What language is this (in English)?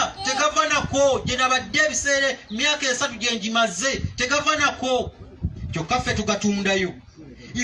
Ganda